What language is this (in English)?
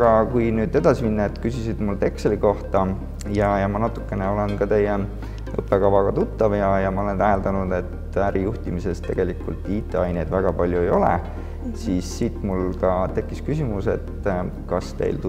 Estonian